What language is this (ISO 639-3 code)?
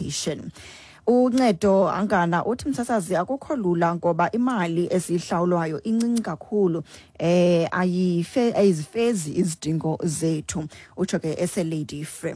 xho